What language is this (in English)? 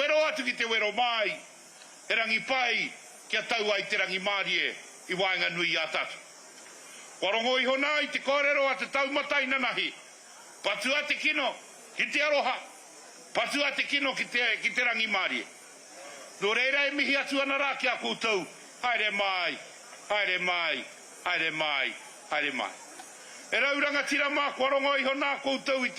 Māori